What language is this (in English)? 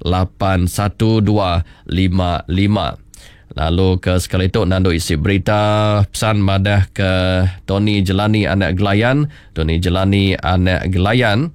Iban